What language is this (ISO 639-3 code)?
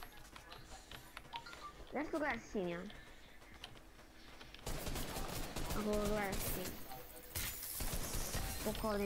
hrv